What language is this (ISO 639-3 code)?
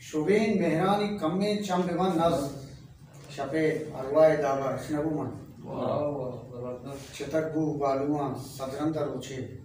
bal